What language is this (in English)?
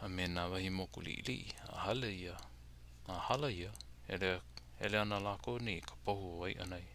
Hawaiian